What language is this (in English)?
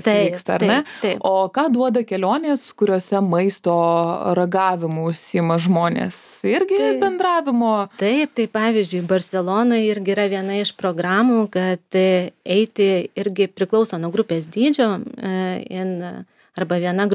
Lithuanian